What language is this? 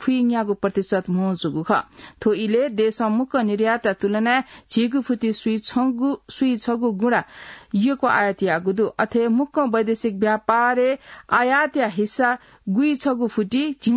Newari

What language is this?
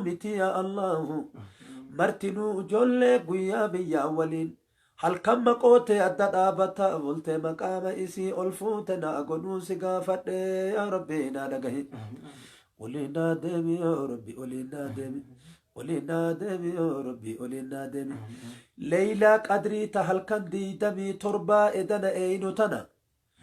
Oromo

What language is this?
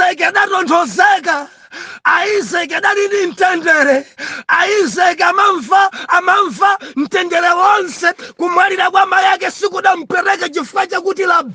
Nyanja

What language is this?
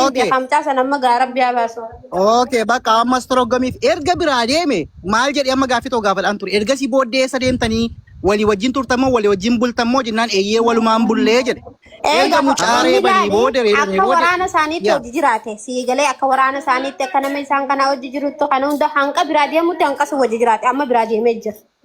Oromo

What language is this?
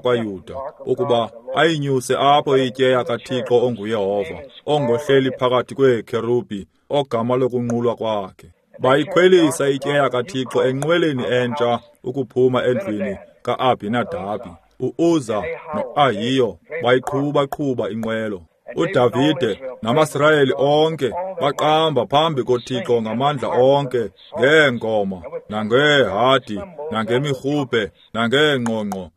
Xhosa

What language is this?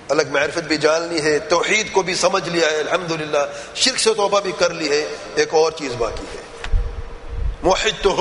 Urdu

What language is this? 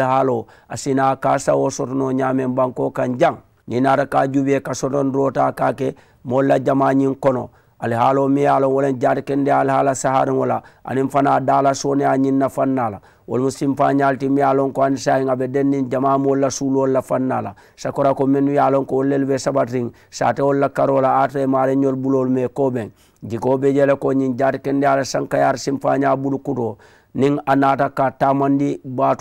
Mandingo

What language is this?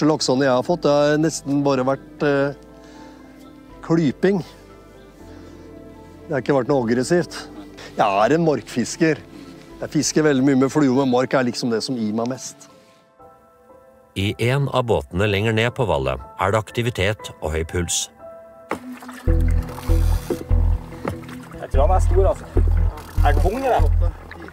Norwegian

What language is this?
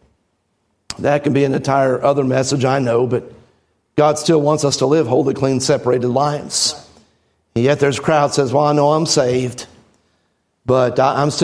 English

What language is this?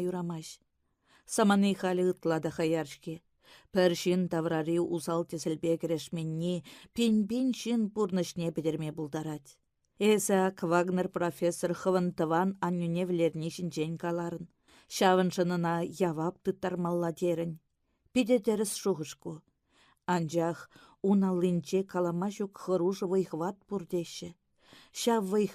Chuvash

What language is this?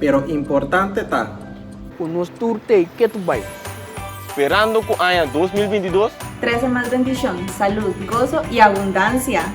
Papiamento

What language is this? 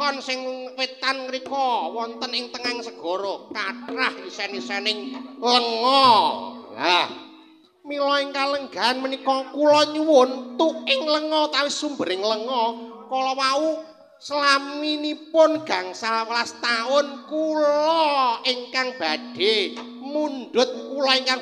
Javanese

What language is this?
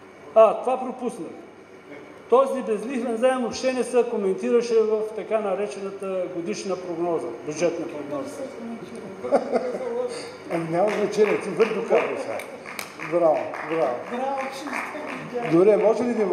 Bulgarian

